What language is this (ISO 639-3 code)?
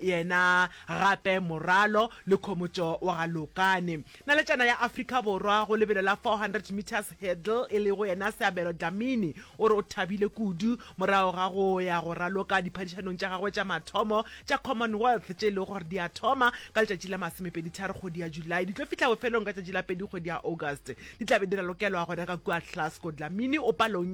nso